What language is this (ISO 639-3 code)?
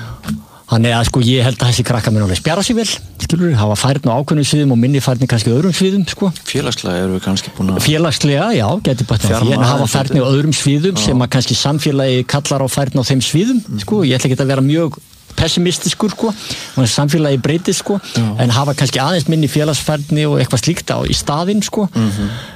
isl